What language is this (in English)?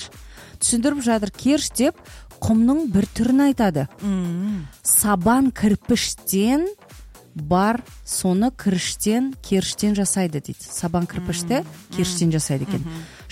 Kazakh